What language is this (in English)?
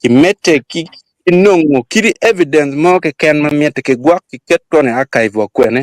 Acoli